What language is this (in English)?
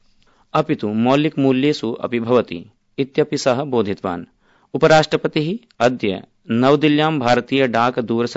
Sanskrit